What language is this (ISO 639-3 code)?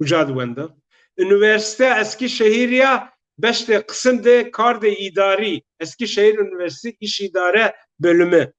zza